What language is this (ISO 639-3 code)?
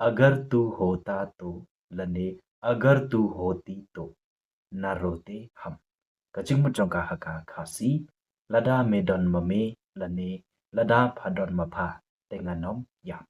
kha